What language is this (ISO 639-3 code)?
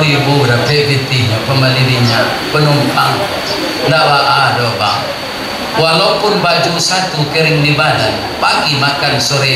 min